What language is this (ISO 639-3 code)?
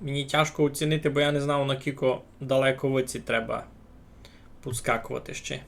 rue